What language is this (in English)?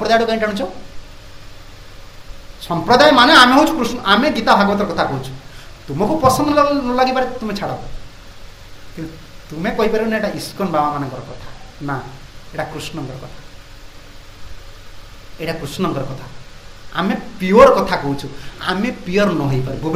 Odia